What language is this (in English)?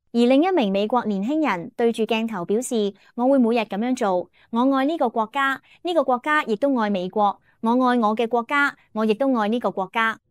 Cantonese